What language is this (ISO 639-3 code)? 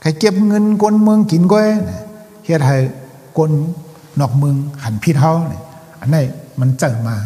shn